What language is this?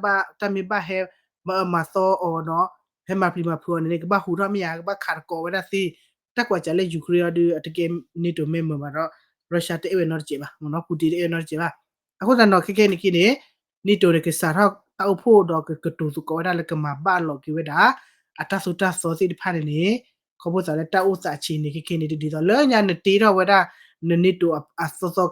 S'gaw Karen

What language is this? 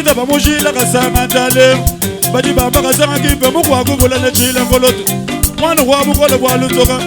Luba-Lulua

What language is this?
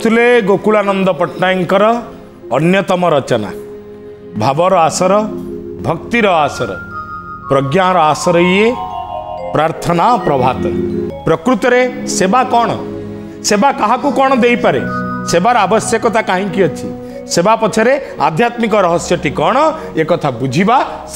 Odia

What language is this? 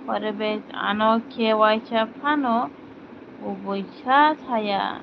Kok Borok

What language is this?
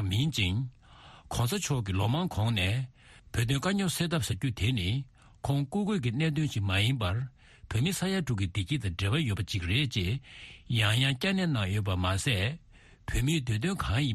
Tibetan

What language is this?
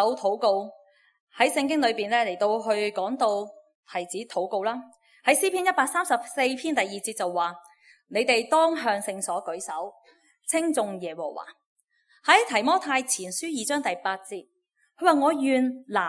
Cantonese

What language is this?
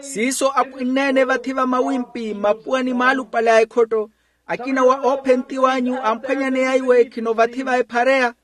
Makhuwa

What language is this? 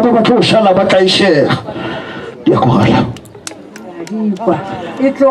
Northern Sotho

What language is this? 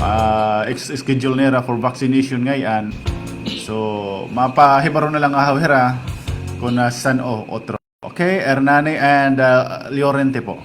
Waray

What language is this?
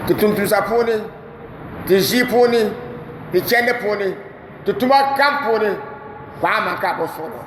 Dagbani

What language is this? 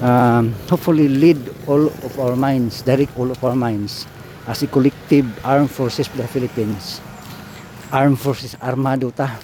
Cebuano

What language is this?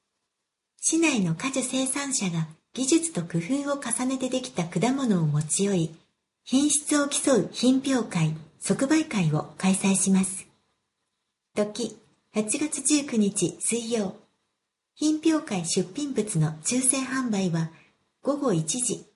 Japanese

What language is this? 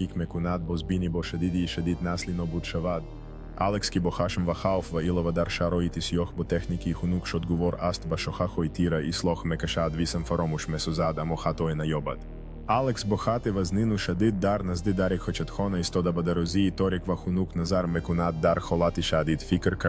Tajik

